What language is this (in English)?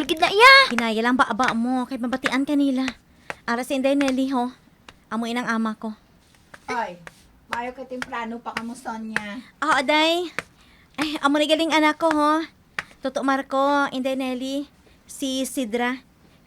Hiligaynon